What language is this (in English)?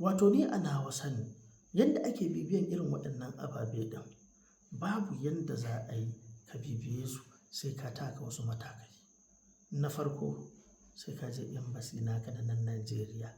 Hausa